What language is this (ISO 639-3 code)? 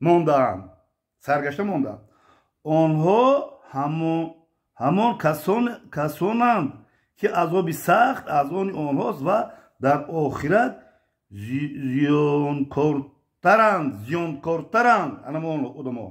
tgk